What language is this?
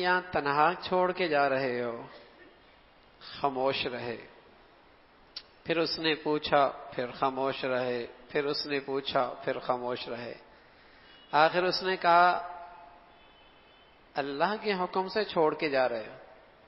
Urdu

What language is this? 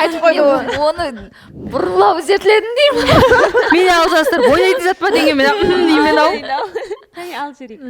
Kara-Kalpak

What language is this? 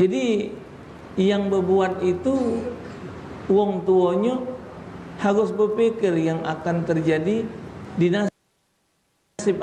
Musi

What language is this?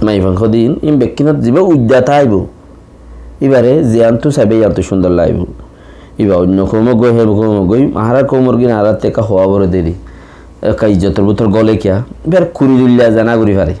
Rohingya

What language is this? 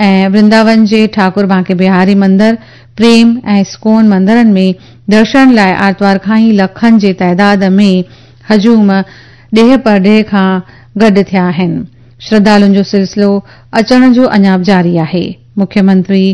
Sindhi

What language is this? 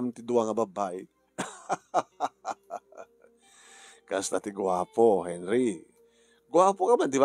Iloko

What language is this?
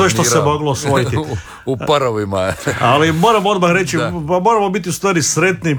Croatian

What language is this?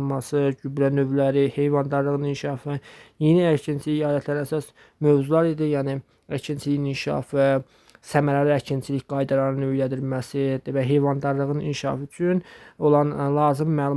Azerbaijani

